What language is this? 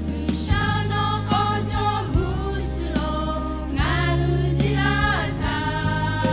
Lahu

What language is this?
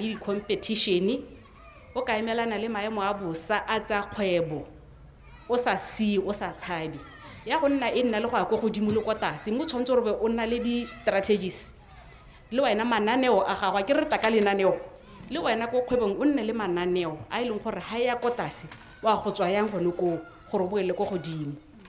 Tswana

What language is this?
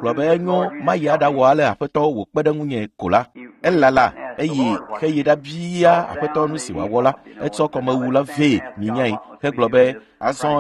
Ewe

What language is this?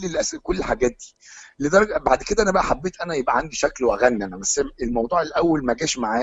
Egyptian Arabic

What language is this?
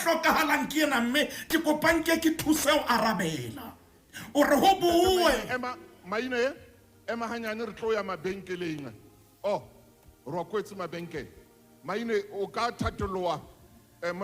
Southern Sotho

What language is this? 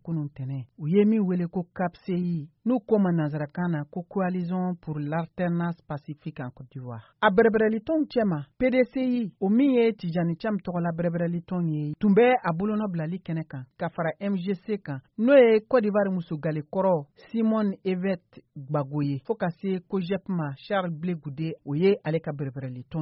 Bambara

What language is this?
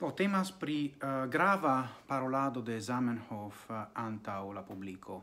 Esperanto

